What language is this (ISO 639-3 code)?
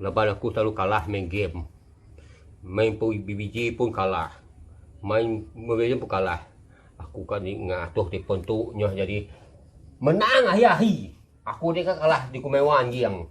iba